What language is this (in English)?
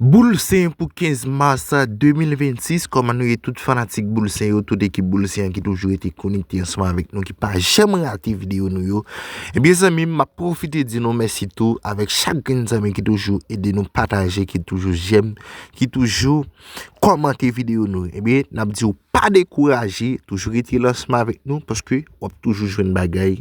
Haitian Creole